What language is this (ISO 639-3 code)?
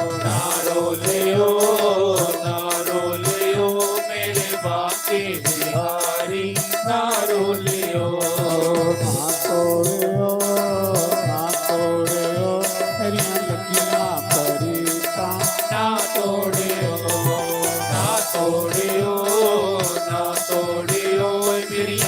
doi